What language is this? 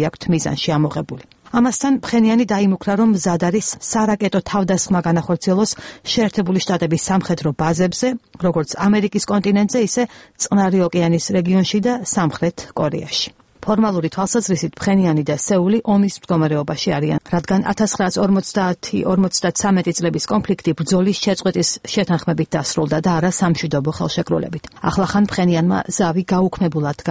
Georgian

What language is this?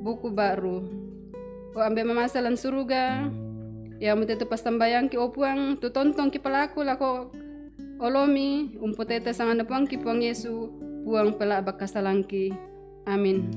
Toraja-Sa'dan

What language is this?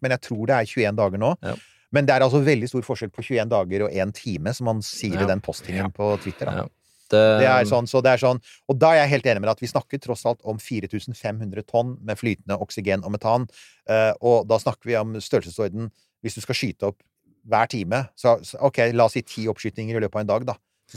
Norwegian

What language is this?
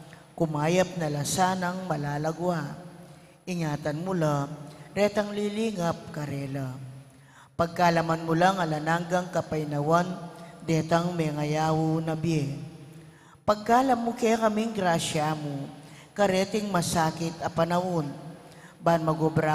Pampanga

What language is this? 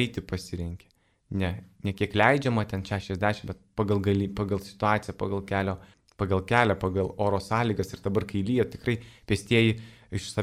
Lithuanian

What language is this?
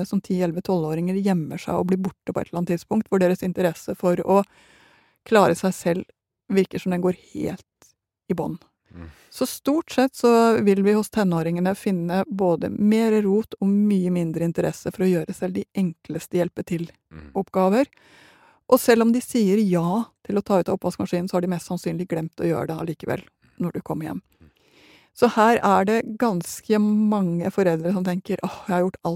Norwegian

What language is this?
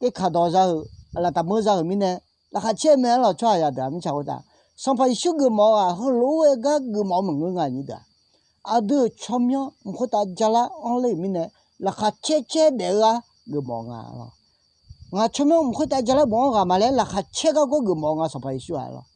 Akha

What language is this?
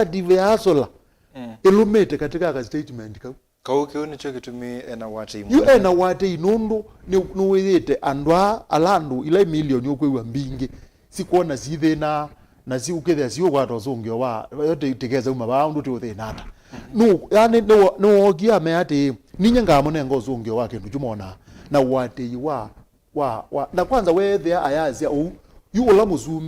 Kamba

